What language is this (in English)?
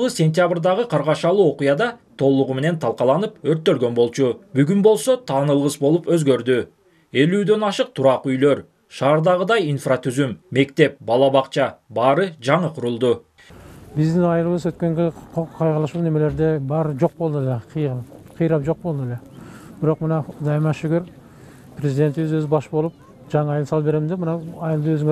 Kyrgyz